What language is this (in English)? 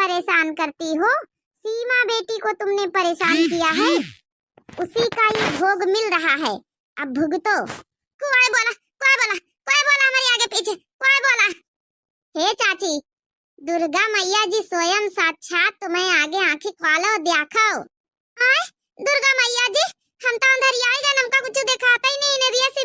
Awadhi